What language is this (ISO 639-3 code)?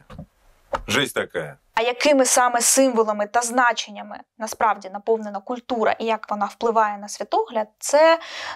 ukr